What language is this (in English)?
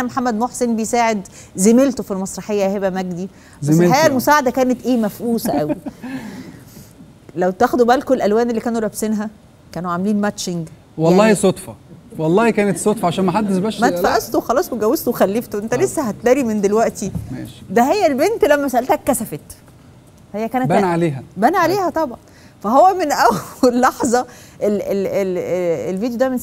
Egyptian Arabic